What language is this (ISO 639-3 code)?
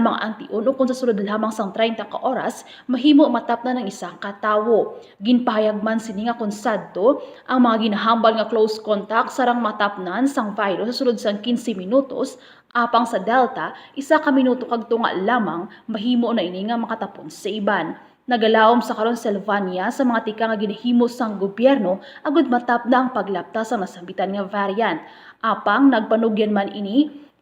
hil